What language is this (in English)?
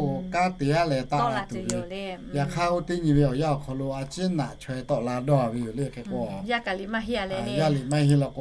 Lahu